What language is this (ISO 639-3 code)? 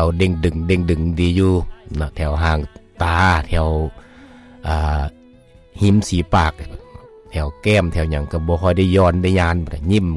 lao